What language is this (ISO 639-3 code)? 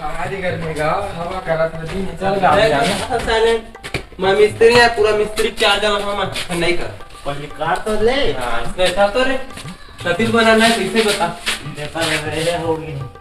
hne